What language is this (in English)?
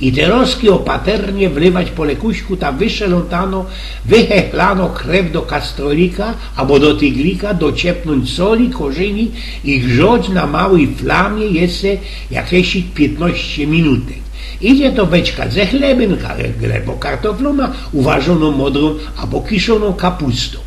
Silesian